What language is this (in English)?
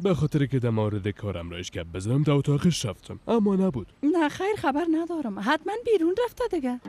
Persian